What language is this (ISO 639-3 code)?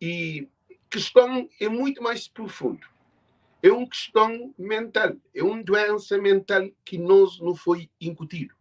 kea